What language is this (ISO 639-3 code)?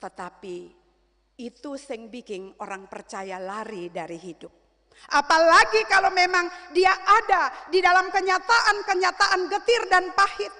abs